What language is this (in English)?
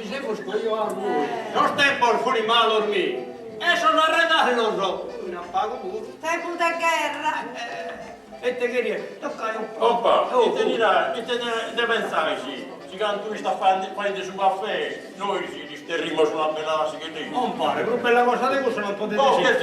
Sardinian